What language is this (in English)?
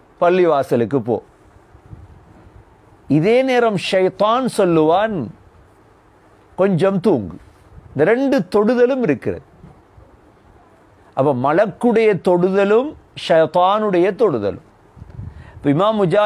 Tamil